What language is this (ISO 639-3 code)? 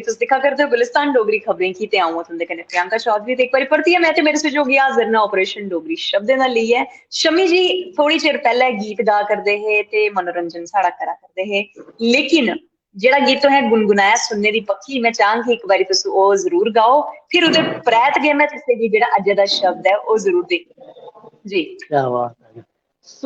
doi